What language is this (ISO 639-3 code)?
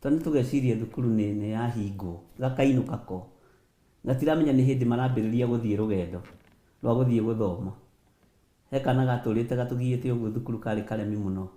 kik